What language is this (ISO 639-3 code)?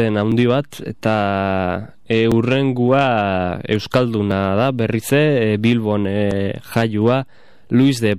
eus